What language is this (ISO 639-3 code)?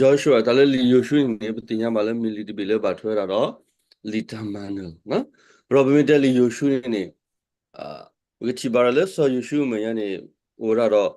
ksw